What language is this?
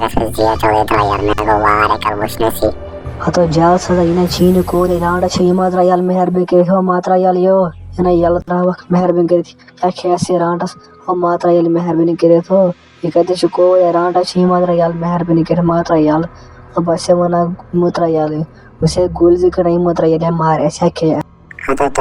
Kashmiri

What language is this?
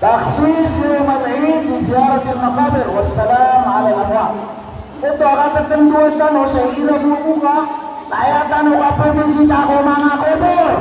Maranao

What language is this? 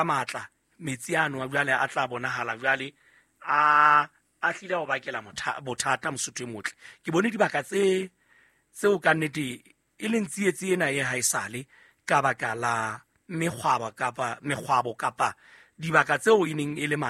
Southern Sotho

